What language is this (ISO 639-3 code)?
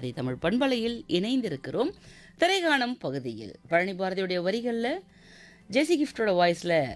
tam